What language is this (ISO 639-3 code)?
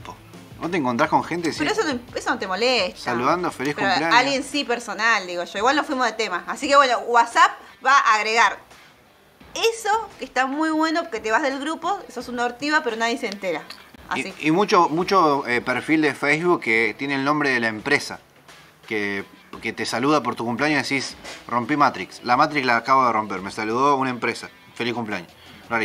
spa